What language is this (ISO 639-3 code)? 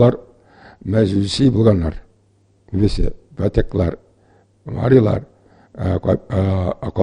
tat